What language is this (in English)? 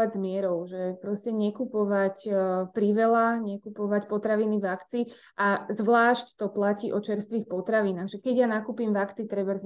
Slovak